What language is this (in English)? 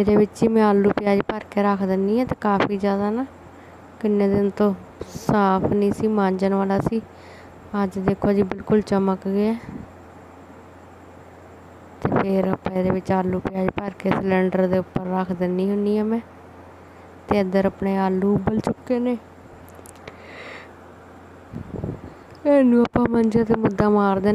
Punjabi